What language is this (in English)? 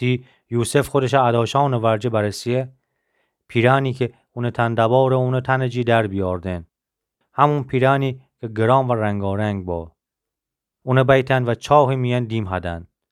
Gilaki